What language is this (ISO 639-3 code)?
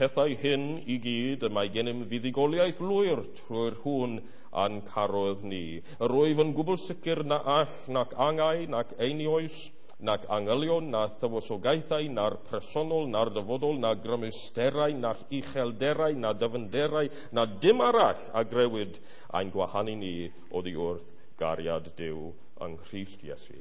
cym